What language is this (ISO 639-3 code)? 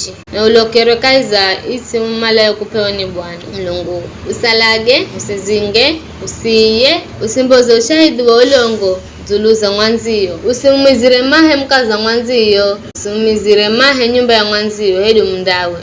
nyf